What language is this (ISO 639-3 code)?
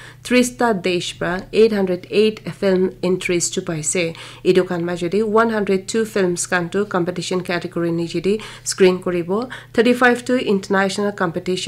nag